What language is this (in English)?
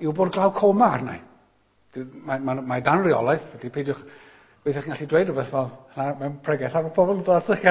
Welsh